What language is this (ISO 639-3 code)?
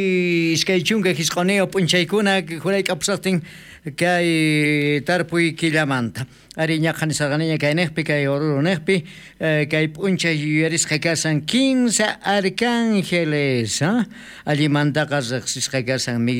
quh